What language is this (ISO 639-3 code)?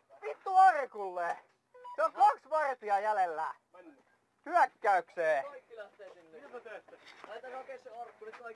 fin